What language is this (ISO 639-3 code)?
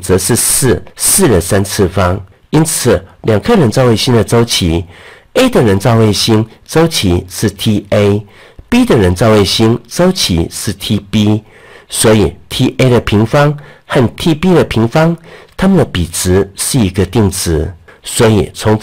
zho